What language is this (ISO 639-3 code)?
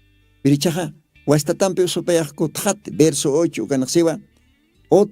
aym